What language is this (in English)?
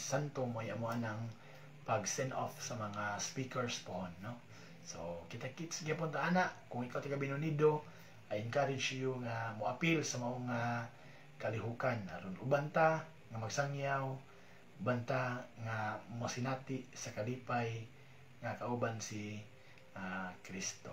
Cebuano